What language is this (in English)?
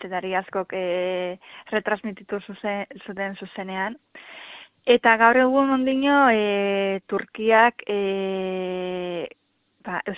Basque